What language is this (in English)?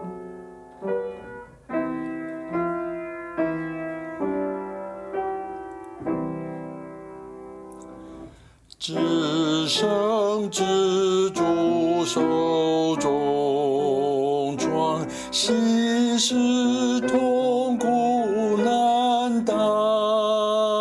Chinese